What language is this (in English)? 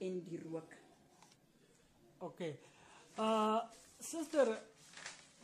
Afrikaans